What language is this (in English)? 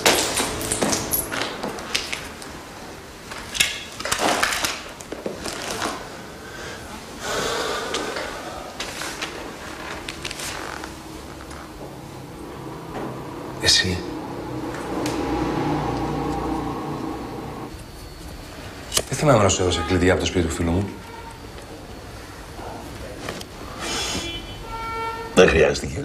Greek